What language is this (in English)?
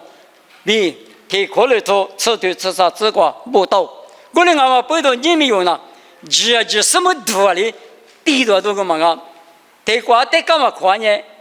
Lisu